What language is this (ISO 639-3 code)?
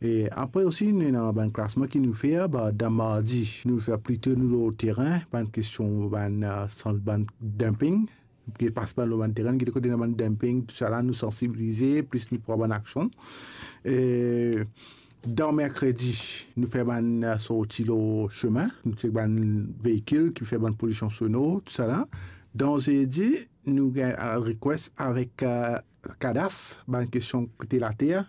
mfe